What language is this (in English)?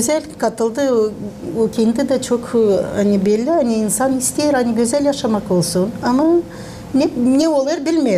Gagauz